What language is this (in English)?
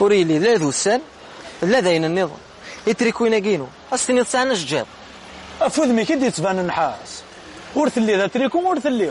Kabyle